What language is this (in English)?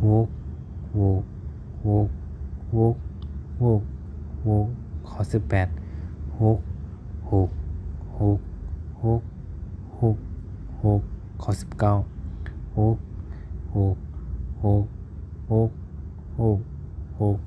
Shan